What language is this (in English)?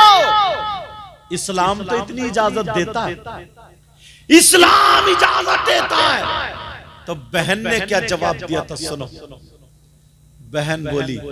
Hindi